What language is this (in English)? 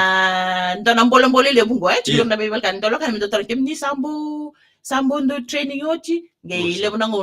Fijian